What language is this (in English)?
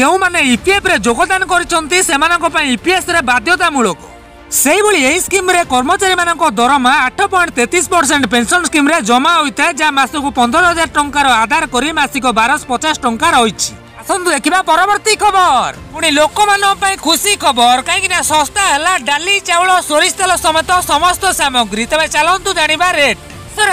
Odia